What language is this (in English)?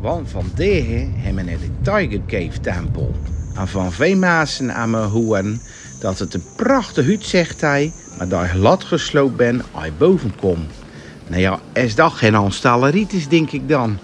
Zeelandic